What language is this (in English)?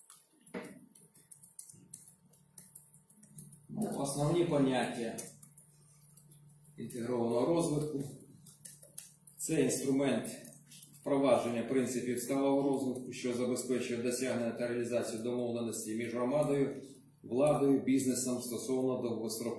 Ukrainian